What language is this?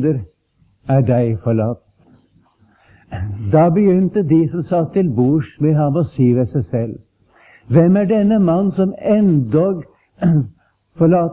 Norwegian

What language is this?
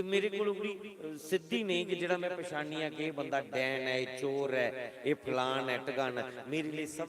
Dogri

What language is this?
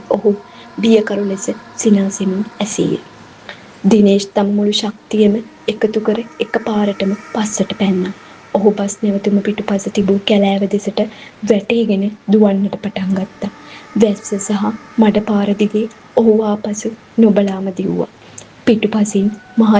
Sinhala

